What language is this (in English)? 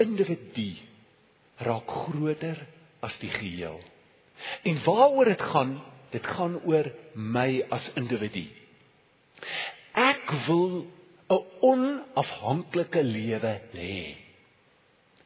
Afrikaans